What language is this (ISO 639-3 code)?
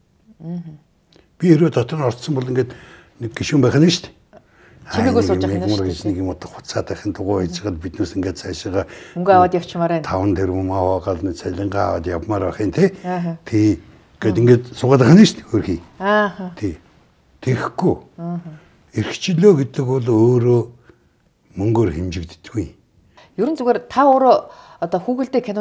mon